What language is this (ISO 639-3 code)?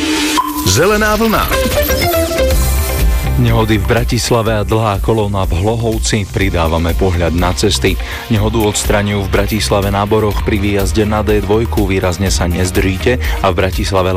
slk